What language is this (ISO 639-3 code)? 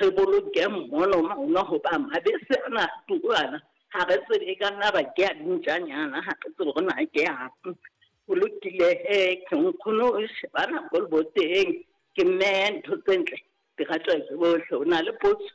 sot